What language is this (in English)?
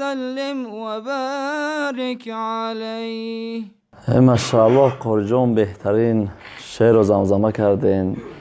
Tajik